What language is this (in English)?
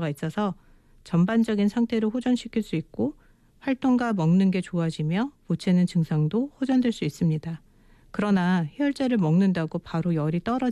Korean